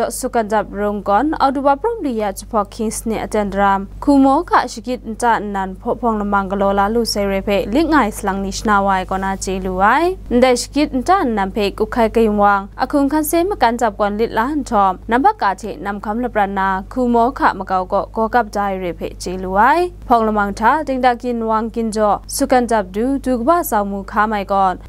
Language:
Kachin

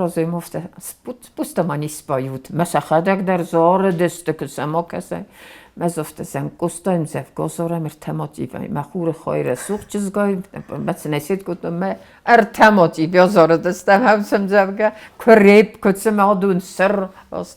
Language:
Ossetic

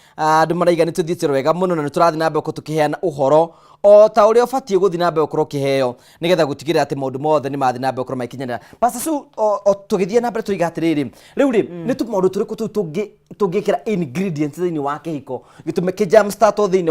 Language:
Kikuyu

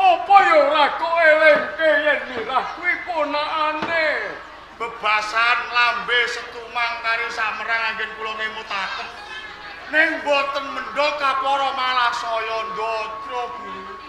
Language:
Javanese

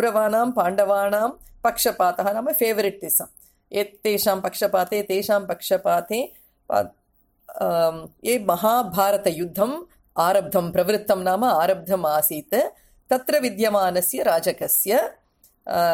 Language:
Sanskrit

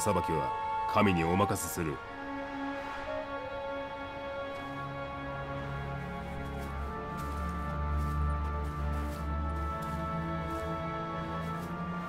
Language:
Japanese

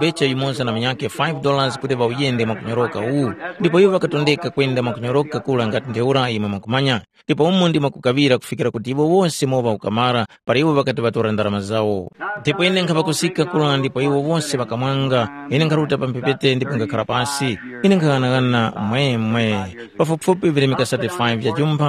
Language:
Tumbuka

